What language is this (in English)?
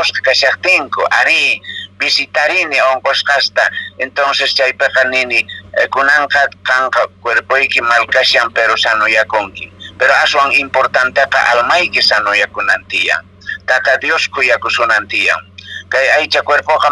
Quechua